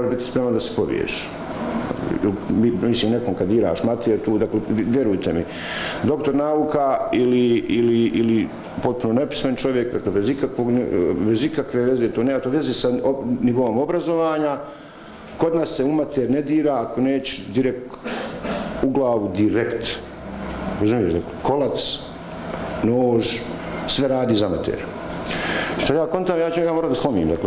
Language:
Bosnian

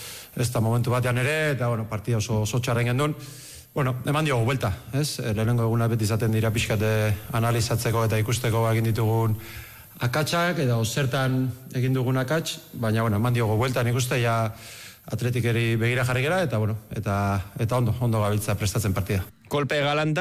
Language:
Basque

